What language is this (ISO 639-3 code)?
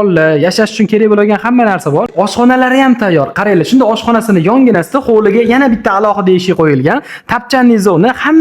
uzb